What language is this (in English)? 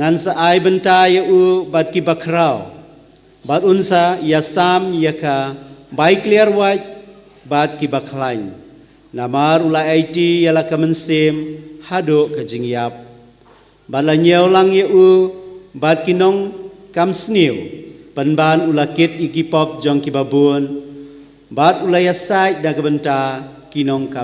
Khasi